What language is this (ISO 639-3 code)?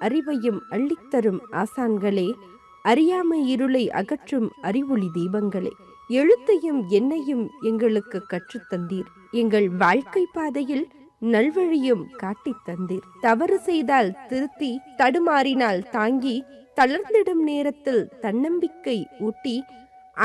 tam